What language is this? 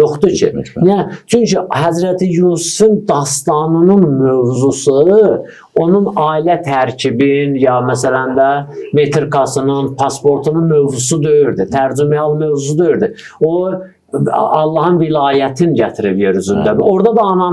Azerbaijani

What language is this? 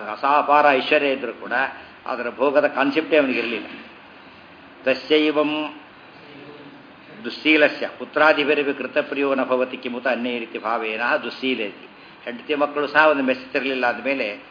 Kannada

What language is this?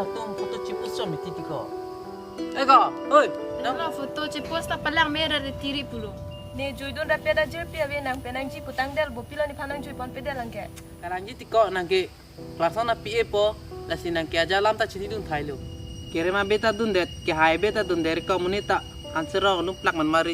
Karbi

